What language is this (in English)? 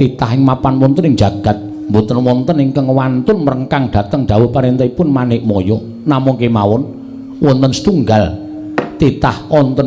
Javanese